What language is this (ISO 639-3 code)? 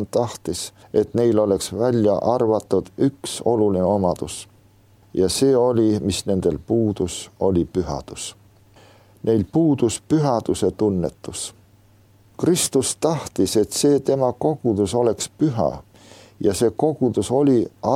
est